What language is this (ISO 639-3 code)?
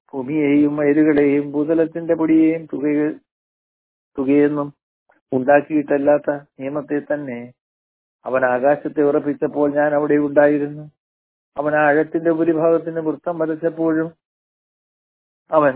mal